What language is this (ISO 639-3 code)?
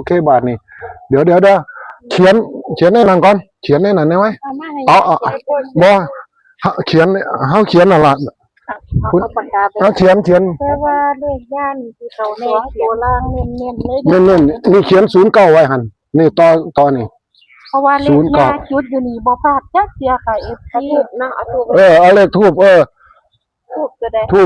tts